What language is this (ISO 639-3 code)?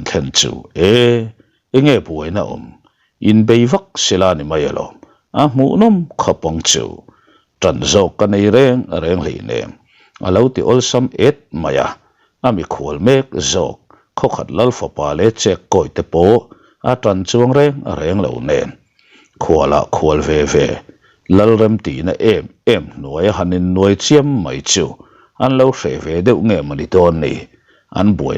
lus